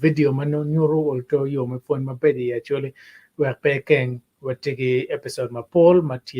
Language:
Acoli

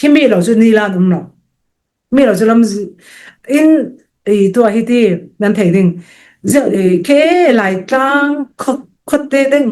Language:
Falam Chin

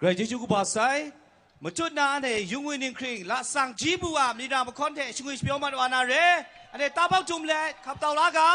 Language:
Kachin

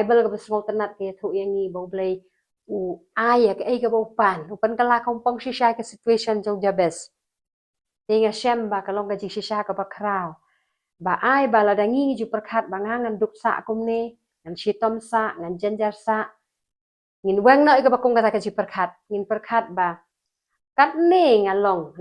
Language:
Khasi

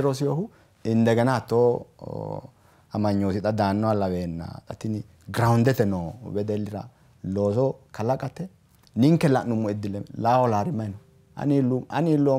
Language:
Sidamo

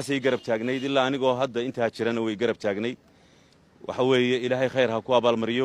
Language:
Somali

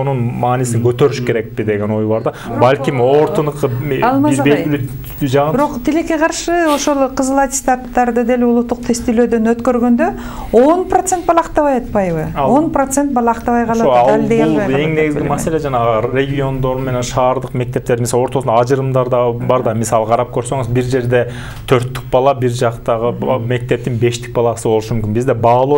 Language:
Kyrgyz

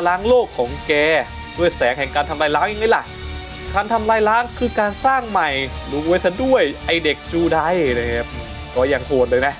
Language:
Thai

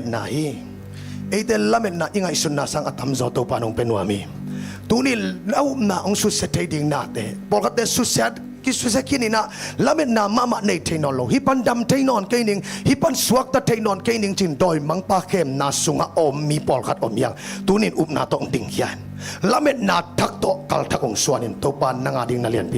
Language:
Tedim Chin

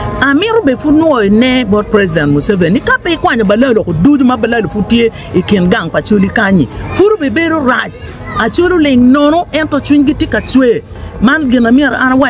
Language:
Acoli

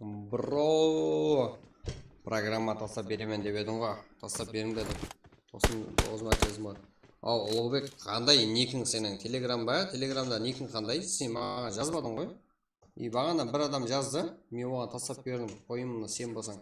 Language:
Kara-Kalpak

